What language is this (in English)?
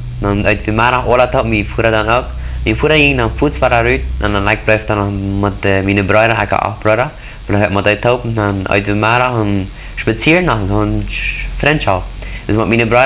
Plautdietsch